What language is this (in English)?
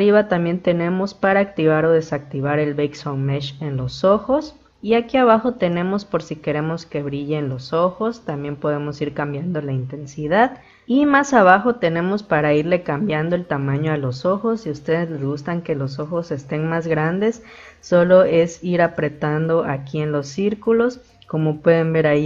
Spanish